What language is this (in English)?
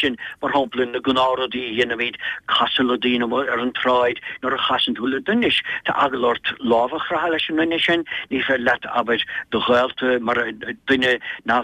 Irish